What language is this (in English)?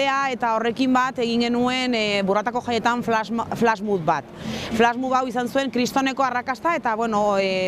Basque